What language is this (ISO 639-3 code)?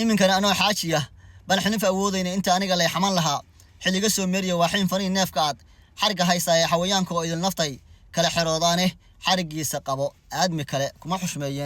som